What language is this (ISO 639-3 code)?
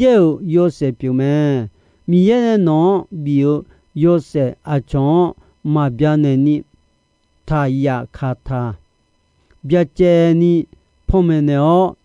ahk